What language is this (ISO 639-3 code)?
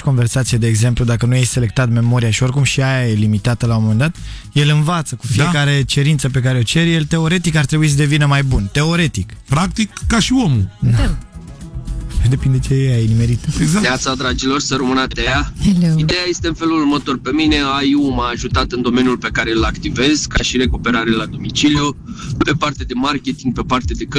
ron